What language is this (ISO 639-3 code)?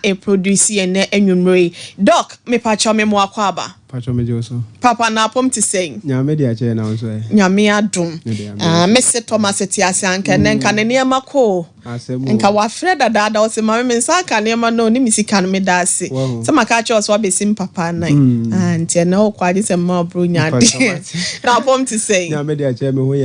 aka